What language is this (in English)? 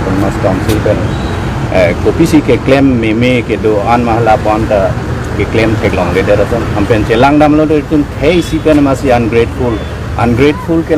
Karbi